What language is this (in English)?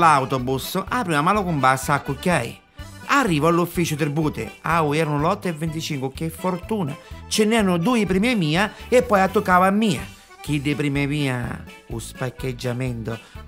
Neapolitan